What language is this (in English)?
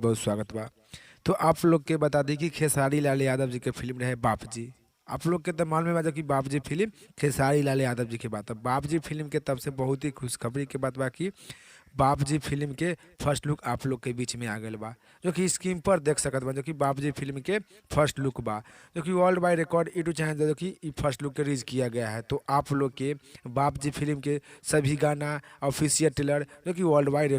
Bhojpuri